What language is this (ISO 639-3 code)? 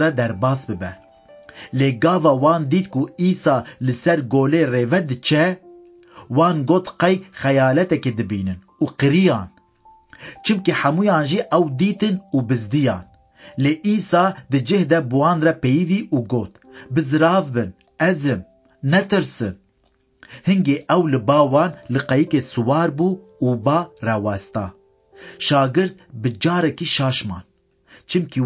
kur